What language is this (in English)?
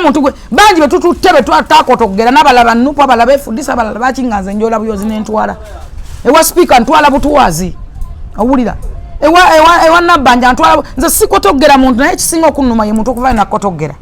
Ganda